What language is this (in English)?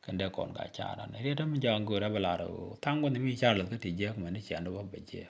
Nuer